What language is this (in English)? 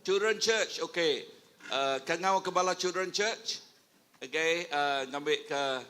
Iban